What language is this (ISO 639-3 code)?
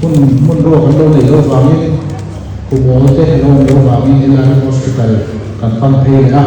lus